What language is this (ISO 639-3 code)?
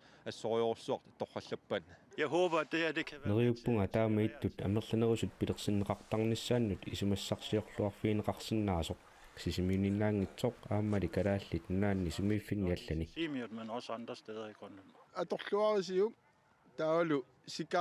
kal